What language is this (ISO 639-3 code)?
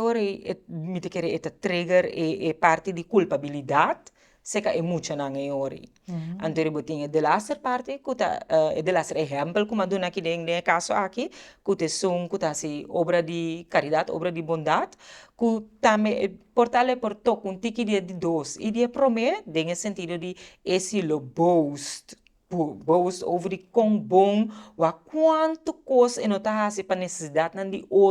pap